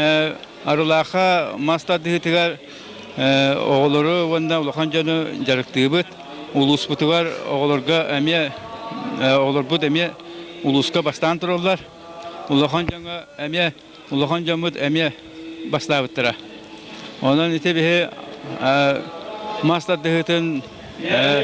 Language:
Yakut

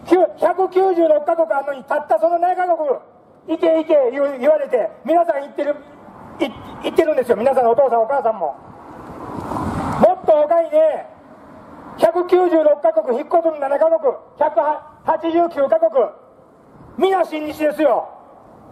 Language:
Japanese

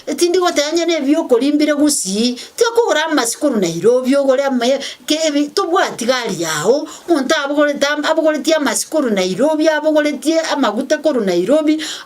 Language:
Gusii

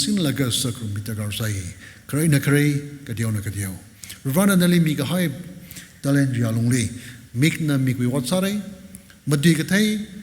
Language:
Tangkhul Naga (India)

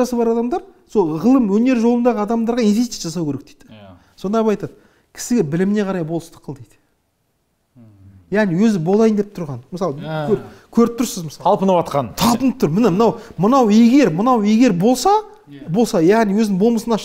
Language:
Kazakh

